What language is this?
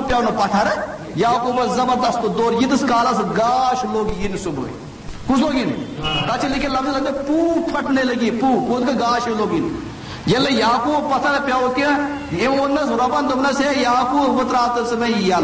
Kashmiri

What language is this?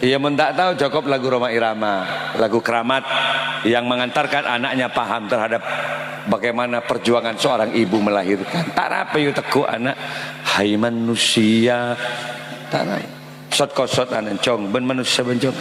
Madurese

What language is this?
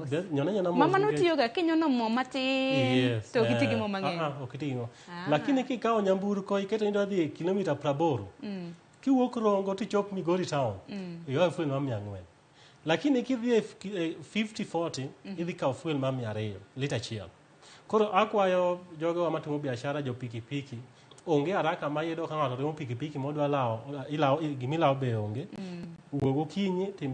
Luo (Kenya and Tanzania)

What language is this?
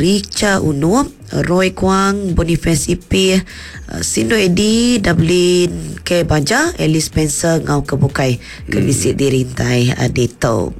Iban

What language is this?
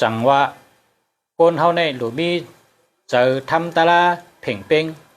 Shan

